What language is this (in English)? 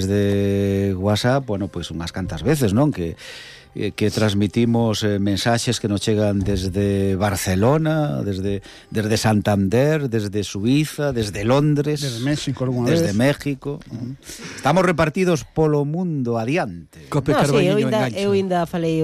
Galician